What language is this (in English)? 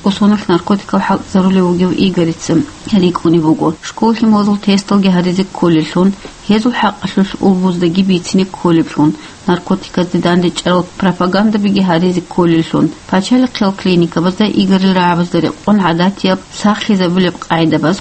Avaric